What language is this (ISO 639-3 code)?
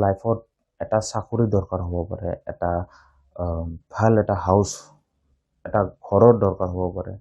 asm